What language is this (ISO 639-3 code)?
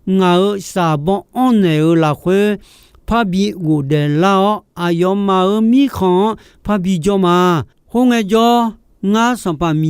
ahk